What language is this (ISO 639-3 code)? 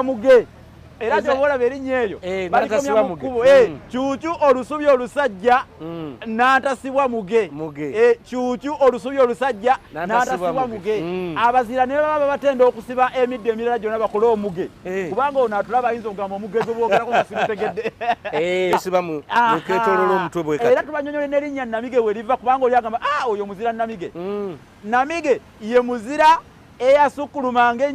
lug